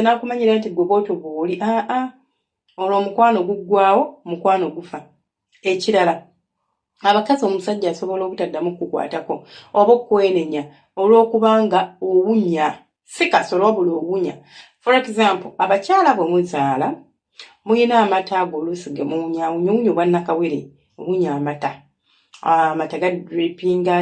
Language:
Ganda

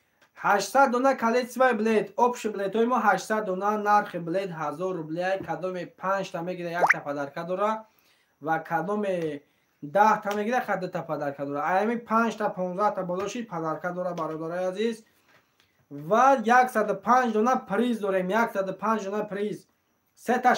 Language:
Tajik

